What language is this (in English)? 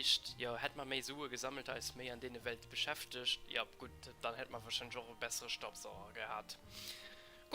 Luxembourgish